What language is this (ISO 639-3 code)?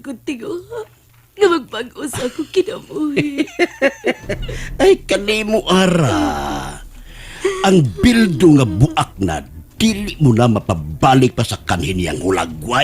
ceb